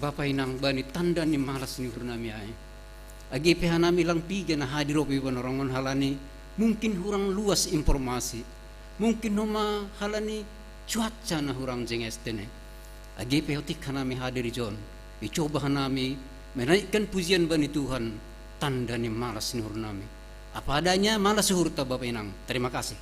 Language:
Batak Simalungun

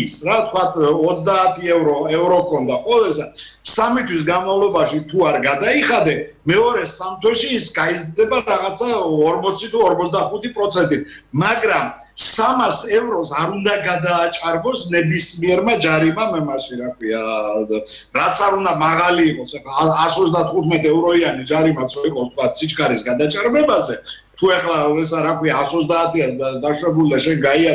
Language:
Georgian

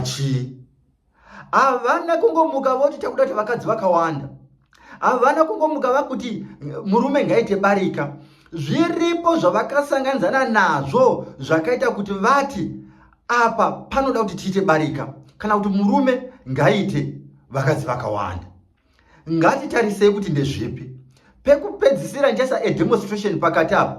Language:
Shona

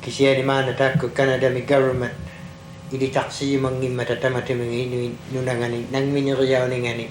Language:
Inuktitut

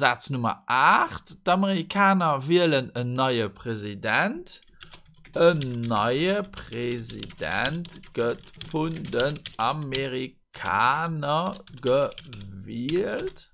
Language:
Luxembourgish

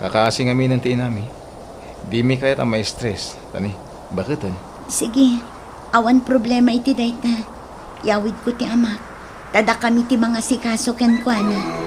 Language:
Iloko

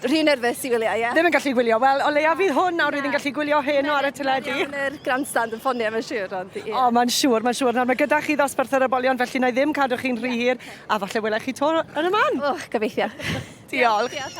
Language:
Welsh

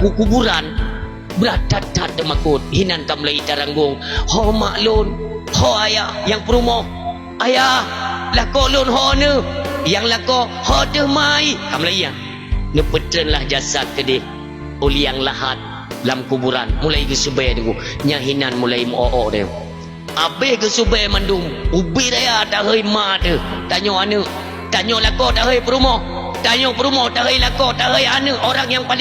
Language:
Achinese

